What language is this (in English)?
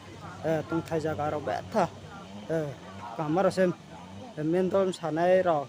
Riang (India)